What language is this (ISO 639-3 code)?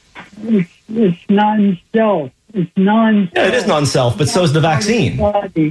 eng